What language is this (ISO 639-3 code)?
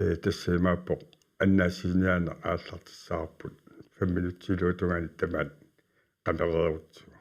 kal